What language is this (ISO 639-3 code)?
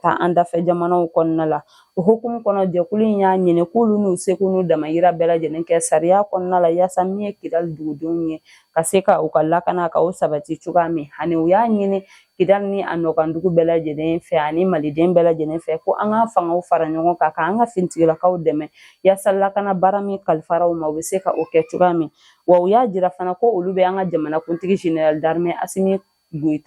bam